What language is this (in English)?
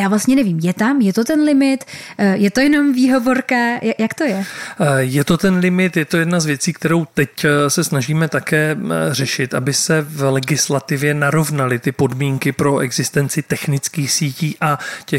Czech